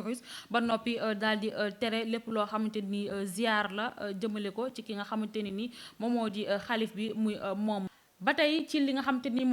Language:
Wolof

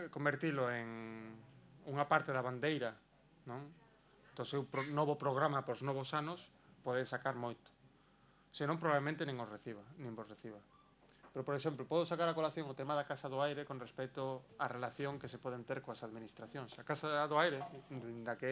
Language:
Galician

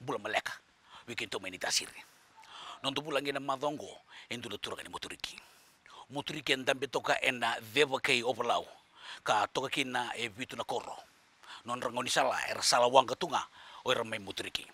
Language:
Fijian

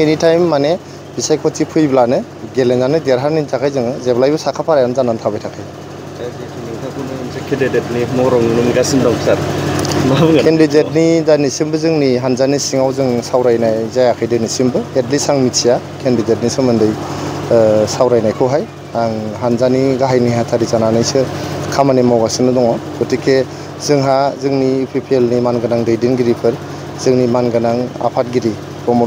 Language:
Bodo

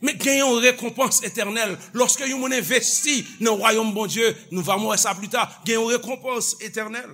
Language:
Haitian Creole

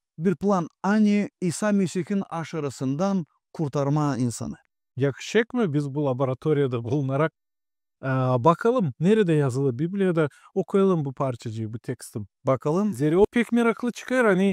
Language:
Gagauz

